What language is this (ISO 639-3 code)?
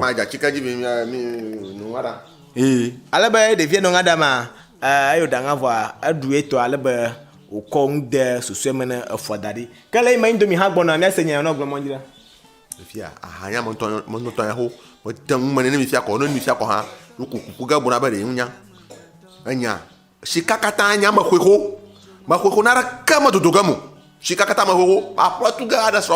ewe